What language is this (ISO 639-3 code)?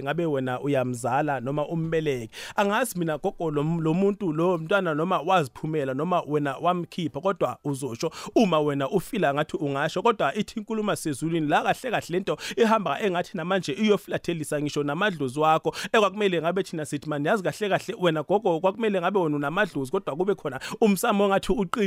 nbl